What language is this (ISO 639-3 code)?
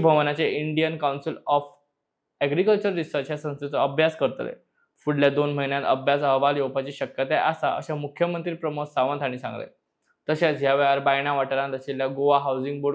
kok